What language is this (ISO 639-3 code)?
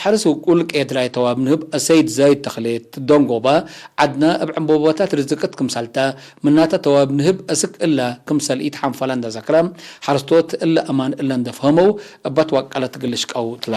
tig